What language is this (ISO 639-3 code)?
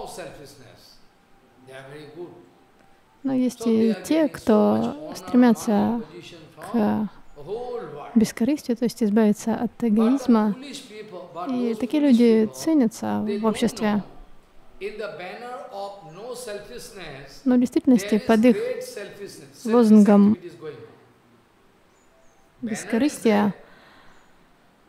rus